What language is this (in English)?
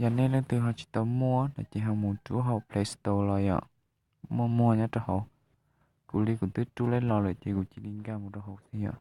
Hmong